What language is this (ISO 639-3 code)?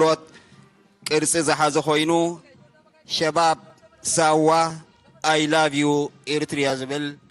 tir